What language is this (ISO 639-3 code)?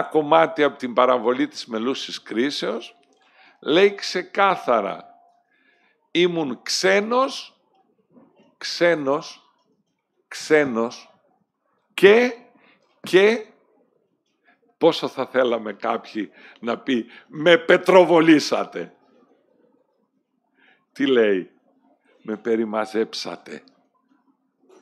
ell